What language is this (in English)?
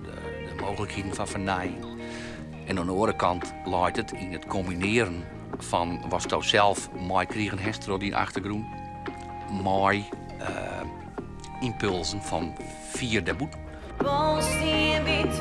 Western Frisian